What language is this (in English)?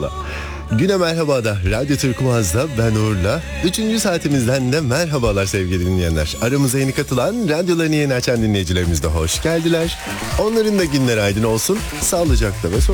Turkish